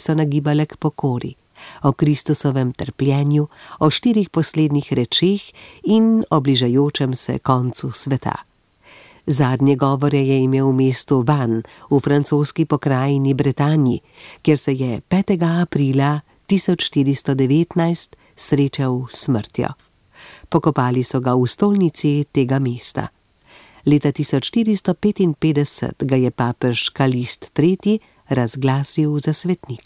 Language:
Slovenian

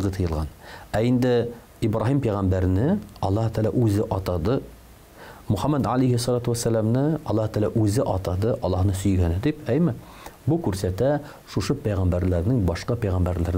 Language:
Tatar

